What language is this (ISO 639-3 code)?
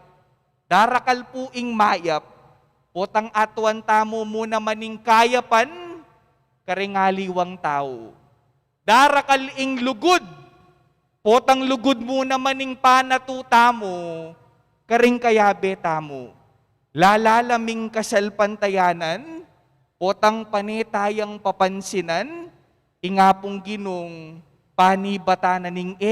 pam